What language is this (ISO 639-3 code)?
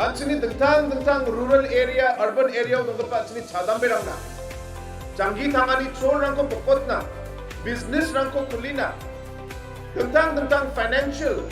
grt